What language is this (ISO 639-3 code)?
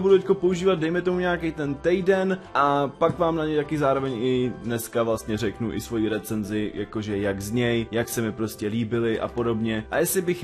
ces